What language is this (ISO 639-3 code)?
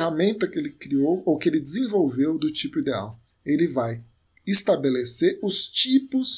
por